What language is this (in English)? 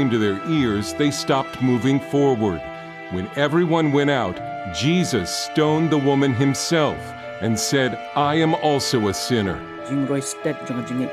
Khasi